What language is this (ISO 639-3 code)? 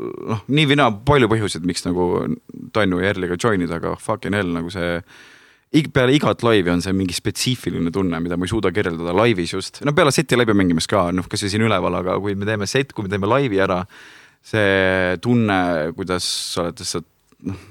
est